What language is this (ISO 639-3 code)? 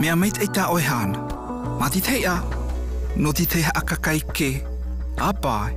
mqm